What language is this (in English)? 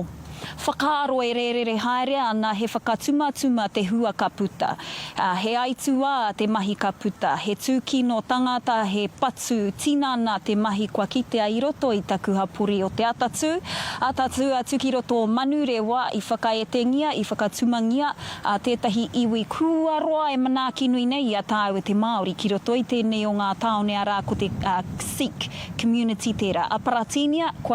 Māori